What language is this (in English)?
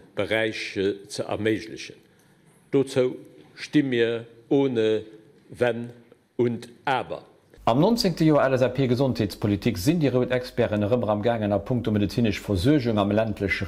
Luxembourgish